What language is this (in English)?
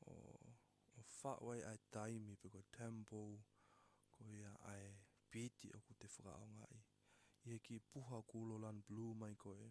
Tongan